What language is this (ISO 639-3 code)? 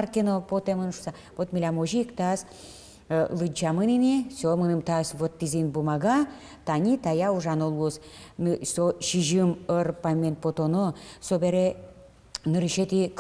udm